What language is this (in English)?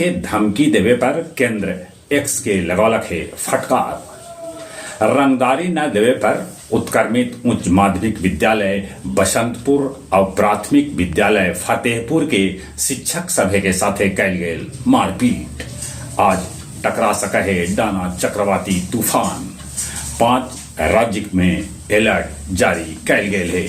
Magahi